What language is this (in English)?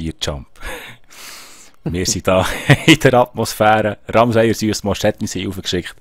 Swiss German